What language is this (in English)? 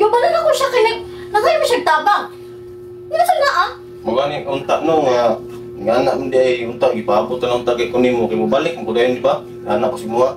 Cebuano